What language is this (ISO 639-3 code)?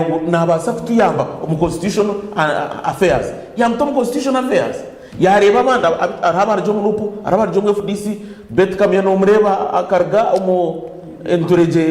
nyn